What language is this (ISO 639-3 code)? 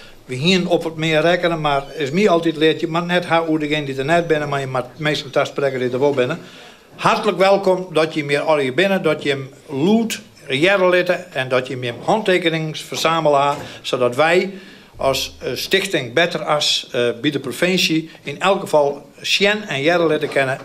fry